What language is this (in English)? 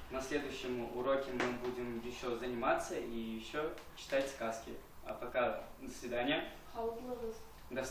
Bashkir